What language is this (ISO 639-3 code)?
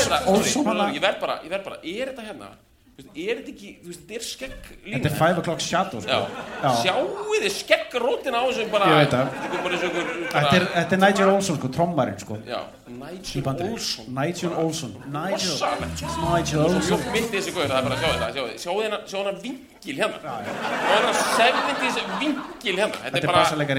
isl